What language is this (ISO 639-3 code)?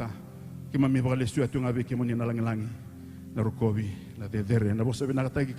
fij